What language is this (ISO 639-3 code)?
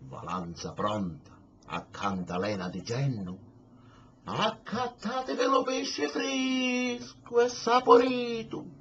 scn